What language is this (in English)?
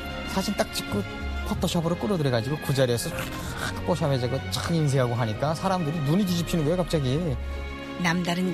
Korean